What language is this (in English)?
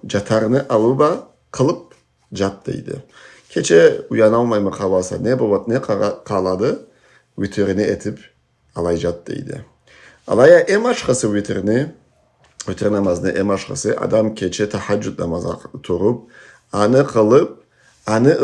Karachay-Balkar